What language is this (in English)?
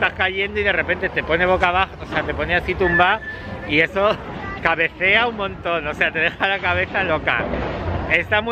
Spanish